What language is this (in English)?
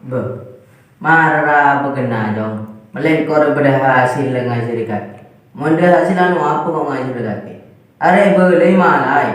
Madurese